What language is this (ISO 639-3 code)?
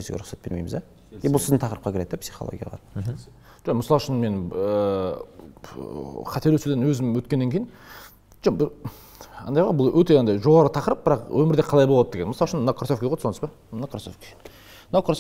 kaz